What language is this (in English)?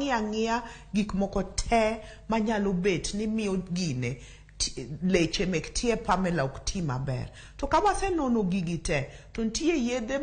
Luo (Kenya and Tanzania)